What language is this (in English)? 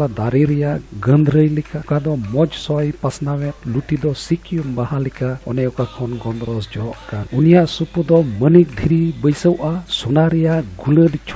Santali